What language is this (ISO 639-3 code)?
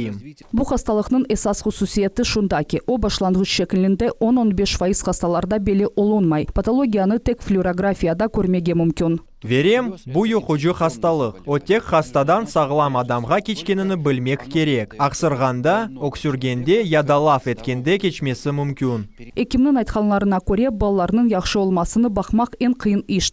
crh